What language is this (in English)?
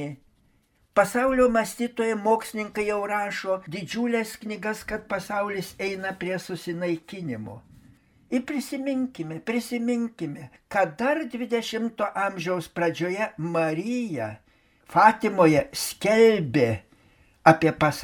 Lithuanian